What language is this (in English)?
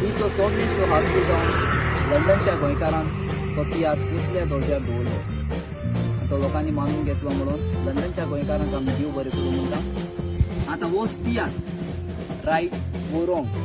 Konkani